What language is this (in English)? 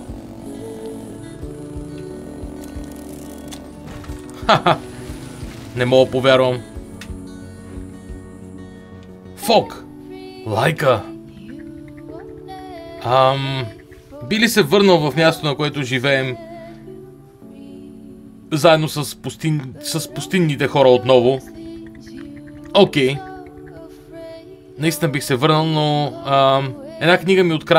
Bulgarian